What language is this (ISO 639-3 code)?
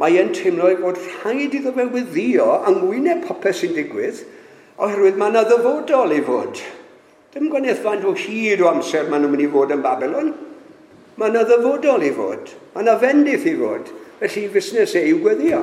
cym